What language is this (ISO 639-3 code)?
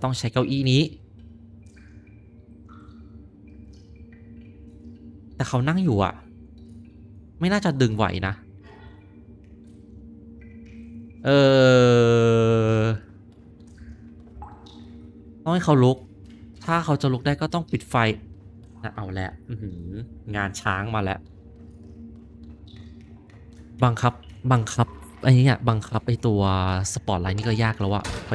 tha